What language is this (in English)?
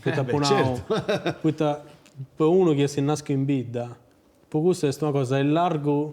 Sardinian